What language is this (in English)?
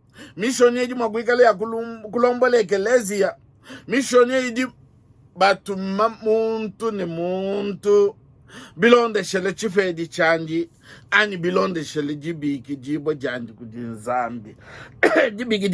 Luba-Lulua